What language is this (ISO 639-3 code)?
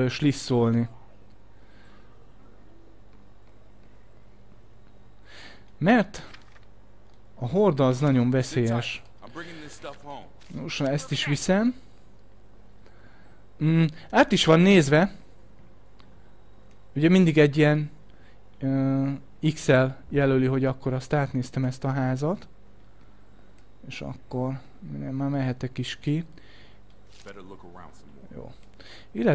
hun